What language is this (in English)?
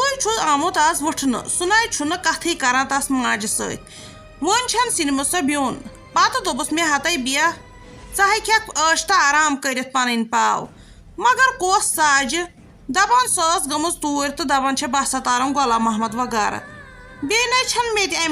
Kashmiri